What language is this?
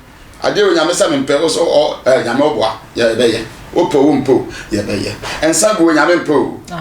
Akan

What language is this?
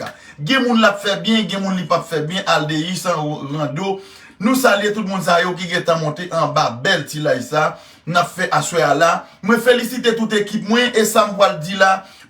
Haitian Creole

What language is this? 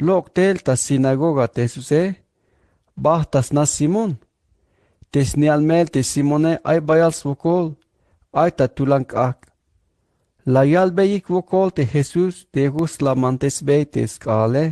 Tzeltal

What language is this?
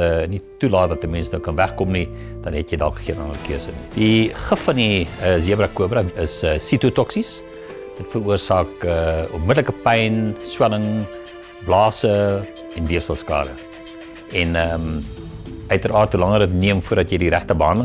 Afrikaans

